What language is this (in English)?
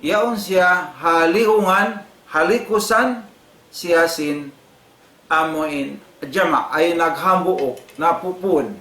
Tausug